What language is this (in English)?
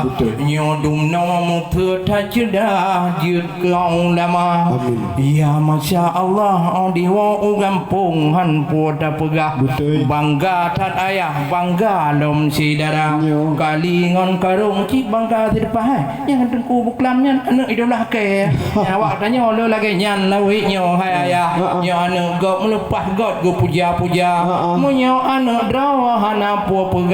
Achinese